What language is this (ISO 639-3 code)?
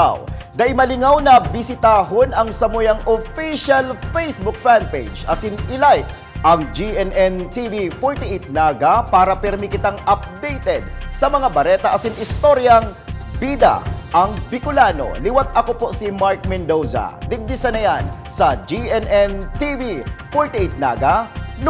bik